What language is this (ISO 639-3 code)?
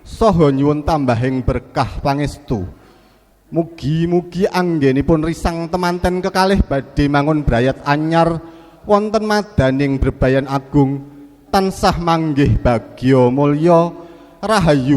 jav